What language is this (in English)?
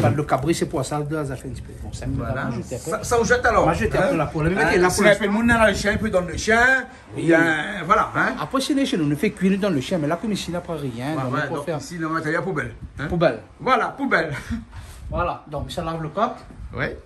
Réunion Creole French